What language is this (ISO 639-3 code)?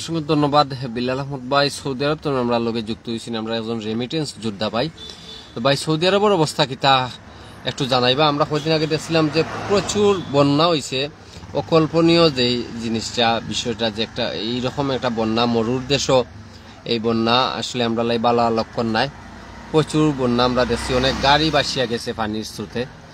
syl